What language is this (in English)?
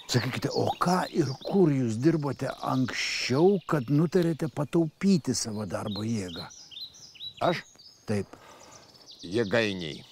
Lithuanian